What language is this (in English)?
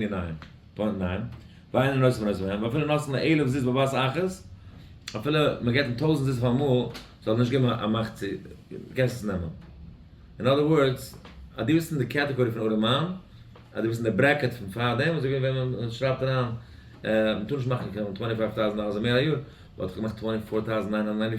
Yiddish